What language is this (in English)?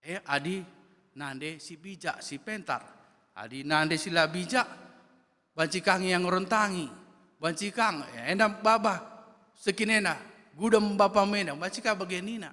Batak Karo